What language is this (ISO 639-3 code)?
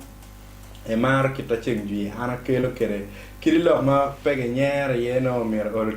ach